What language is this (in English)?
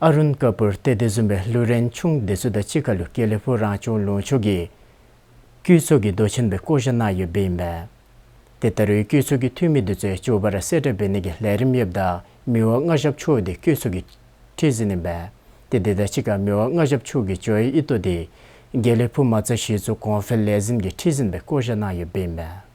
Dzongkha